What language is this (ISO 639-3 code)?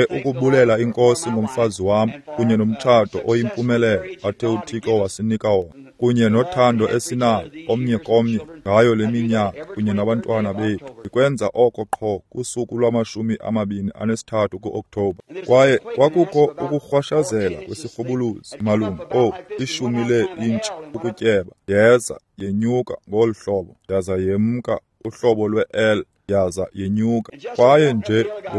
xho